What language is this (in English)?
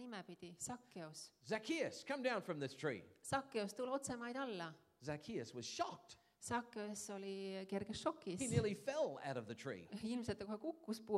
Estonian